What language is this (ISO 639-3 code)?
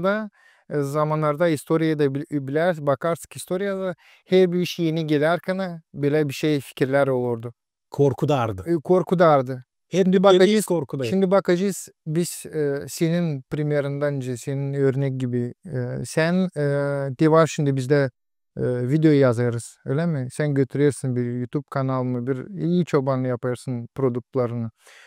gag